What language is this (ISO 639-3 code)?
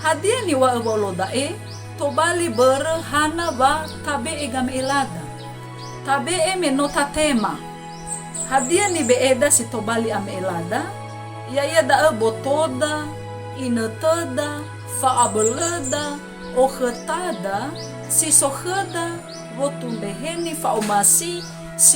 nia